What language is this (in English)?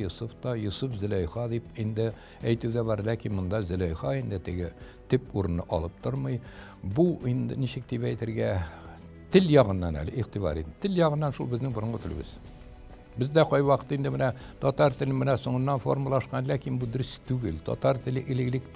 Tatar